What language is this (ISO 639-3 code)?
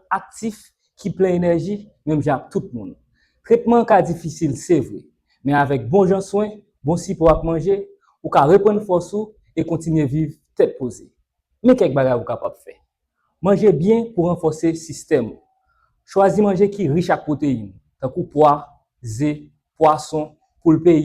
hat